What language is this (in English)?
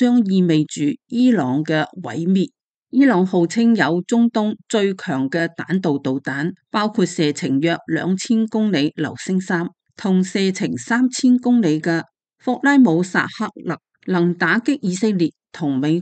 Cantonese